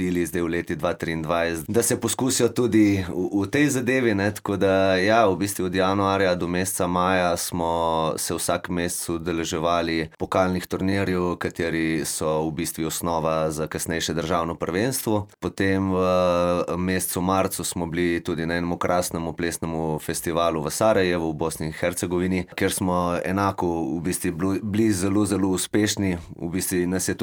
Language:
Slovenian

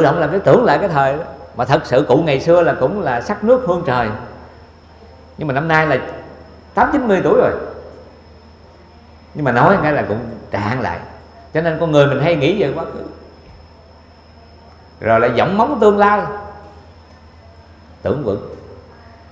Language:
Vietnamese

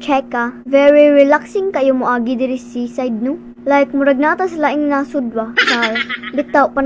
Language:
Cebuano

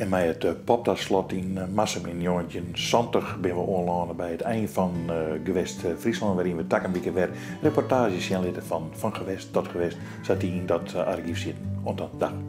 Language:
Western Frisian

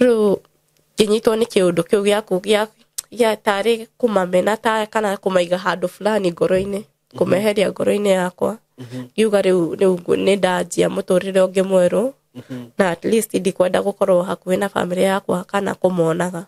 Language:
Kikuyu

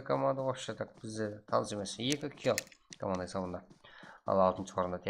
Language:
Kara-Kalpak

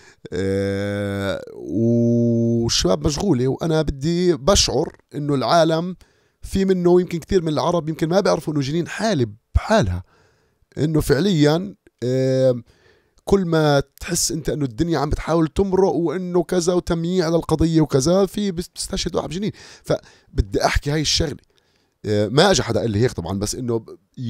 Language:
North Levantine Arabic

